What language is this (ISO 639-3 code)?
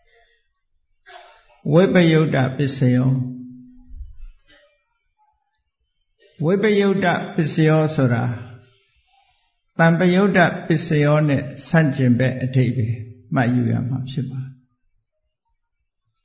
mya